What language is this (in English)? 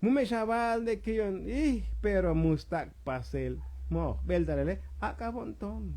Tzotzil